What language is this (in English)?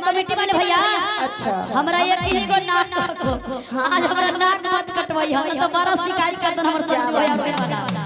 Magahi